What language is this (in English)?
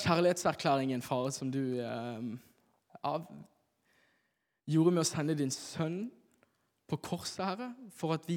Norwegian